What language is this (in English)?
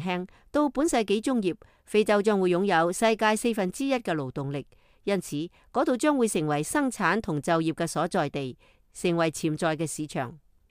Cantonese